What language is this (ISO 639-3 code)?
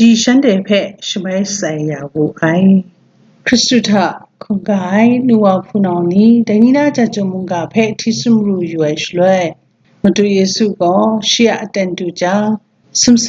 kac